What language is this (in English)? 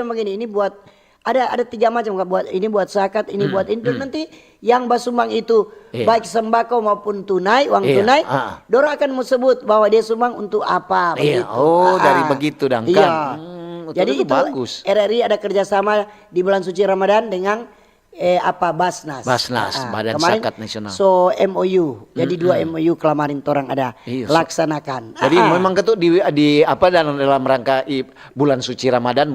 Manado Malay